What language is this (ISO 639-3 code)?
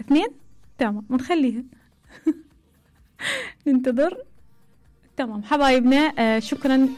acm